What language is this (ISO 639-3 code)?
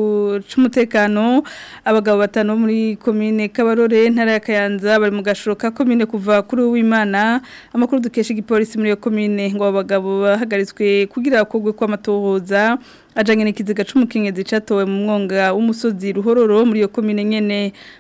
run